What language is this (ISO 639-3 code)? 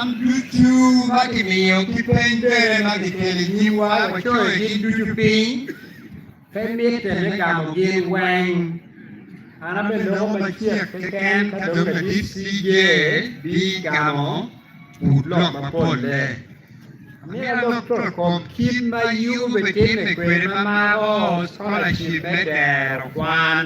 ach